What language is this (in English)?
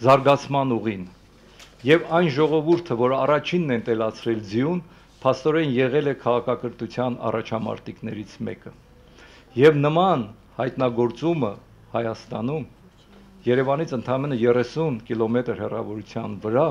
Armenian